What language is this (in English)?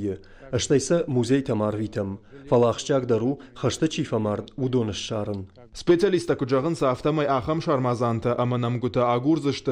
Ossetic